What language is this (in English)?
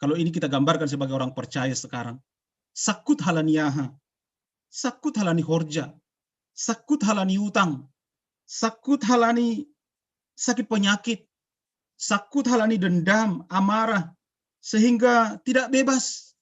Batak Simalungun